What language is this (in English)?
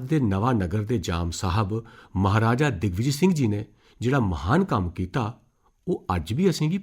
Dogri